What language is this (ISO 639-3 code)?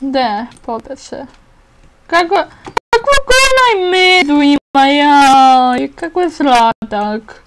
bos